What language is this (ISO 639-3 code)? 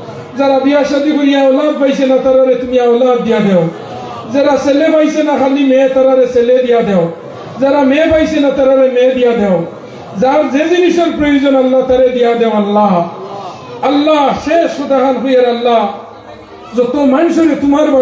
syl